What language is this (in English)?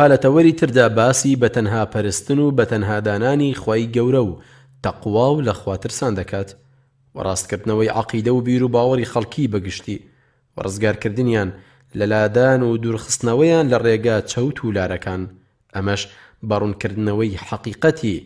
Central Kurdish